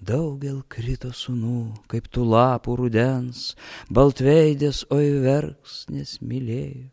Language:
Lithuanian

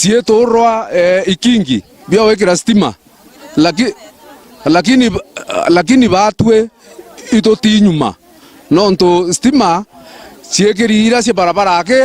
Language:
Meru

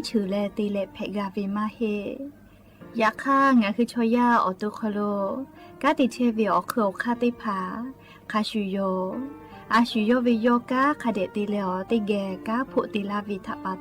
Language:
Lahu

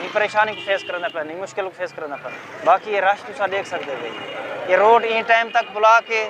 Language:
Saraiki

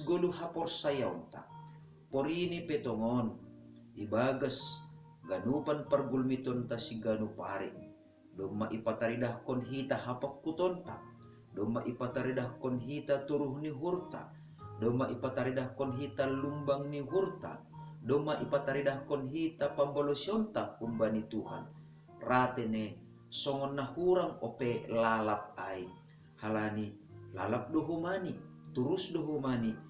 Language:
Batak Simalungun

